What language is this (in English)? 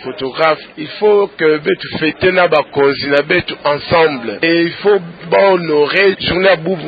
Kituba (Democratic Republic of Congo)